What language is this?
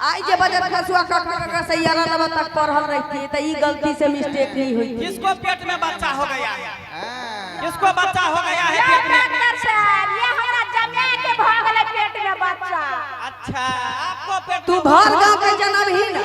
Maithili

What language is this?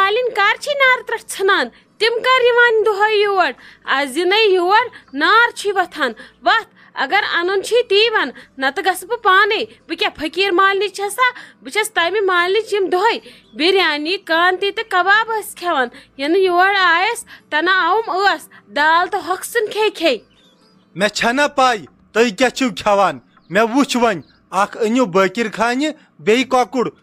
Kashmiri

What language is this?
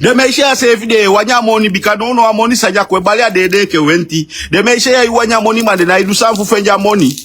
Sranan Tongo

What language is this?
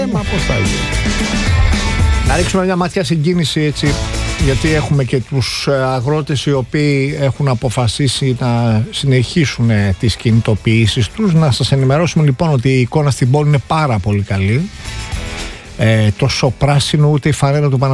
Greek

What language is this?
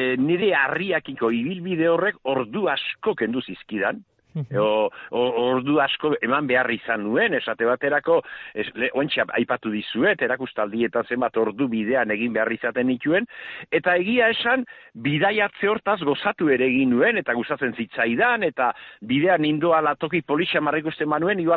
Basque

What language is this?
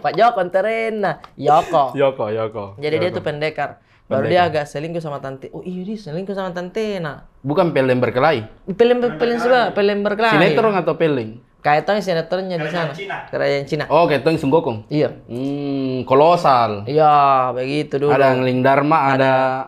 Makassar Malay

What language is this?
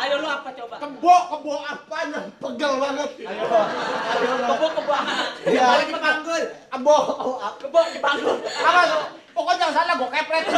Betawi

